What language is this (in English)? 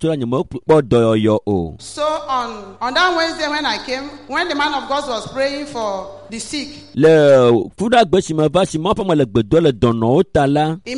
Ewe